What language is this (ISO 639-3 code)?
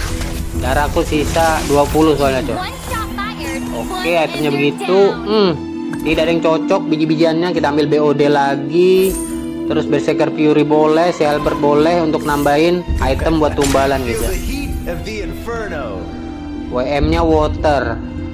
ind